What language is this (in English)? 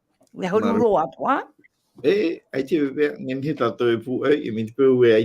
Tahitian